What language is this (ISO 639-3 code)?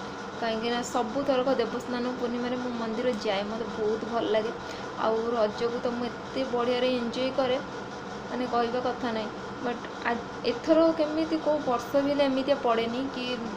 ori